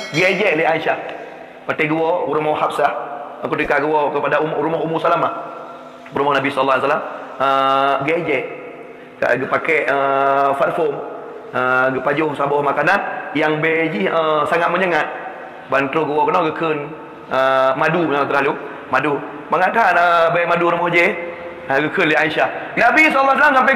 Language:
Achinese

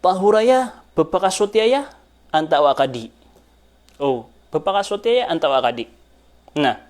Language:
Maranao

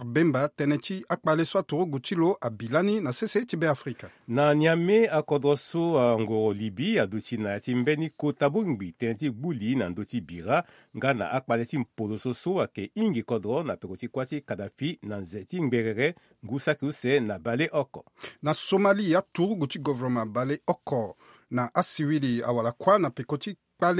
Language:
Sango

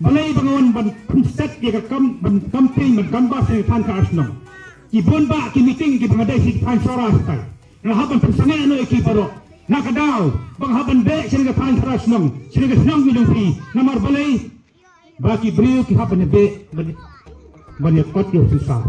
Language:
Khasi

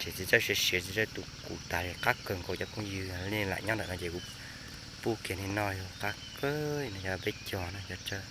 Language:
Hmong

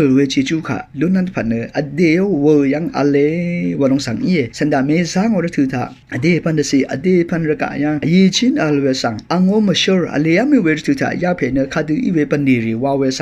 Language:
Rawang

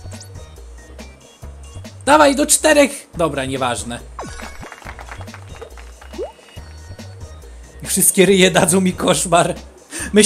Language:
Polish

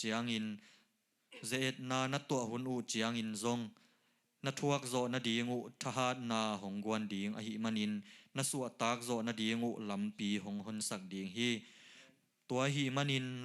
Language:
Tedim Chin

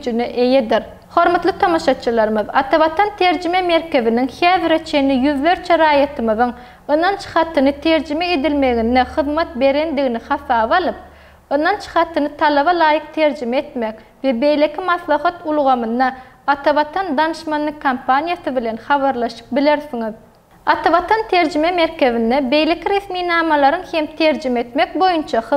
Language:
Turkmen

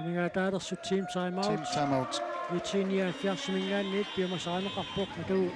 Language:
Kalaallisut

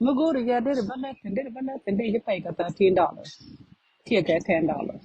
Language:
Nuer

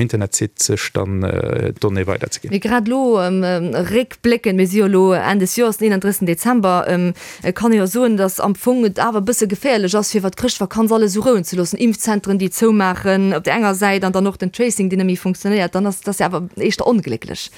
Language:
Luxembourgish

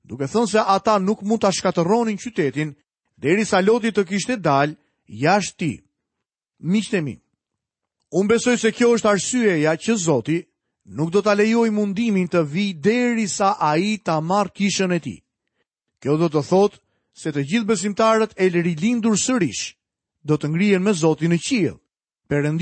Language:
Albanian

